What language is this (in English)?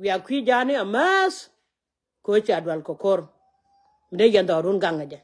Nuer